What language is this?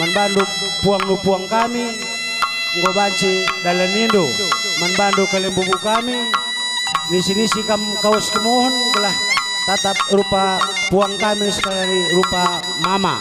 Batak Karo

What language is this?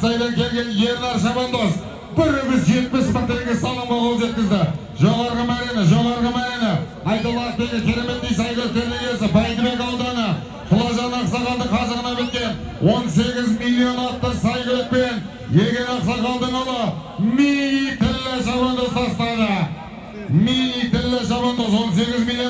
Kazakh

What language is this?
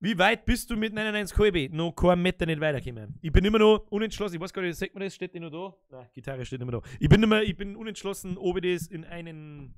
Bavarian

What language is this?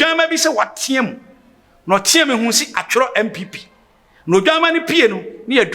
Akan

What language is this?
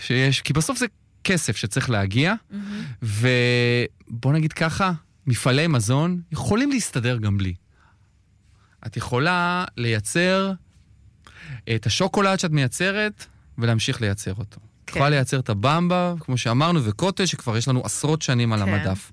Hebrew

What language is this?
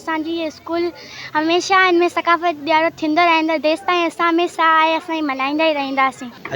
Sindhi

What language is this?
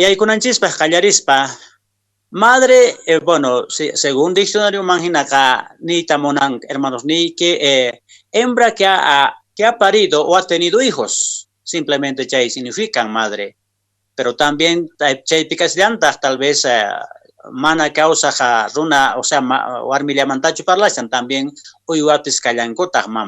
Quechua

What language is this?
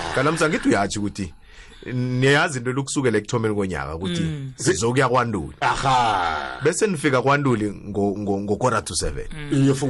South Ndebele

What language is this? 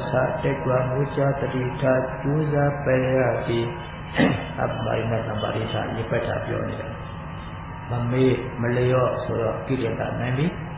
Burmese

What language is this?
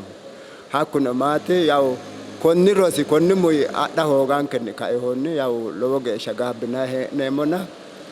Sidamo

